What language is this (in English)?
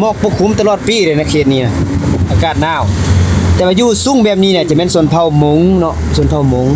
Lao